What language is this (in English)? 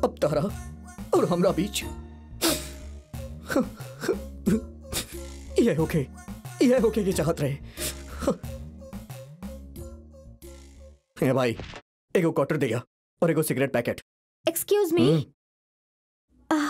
Bhojpuri